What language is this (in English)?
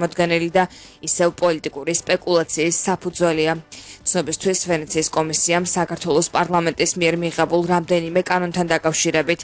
Georgian